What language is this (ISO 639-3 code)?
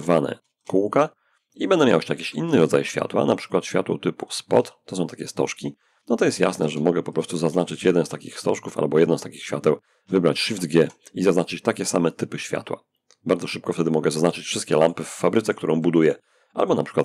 pol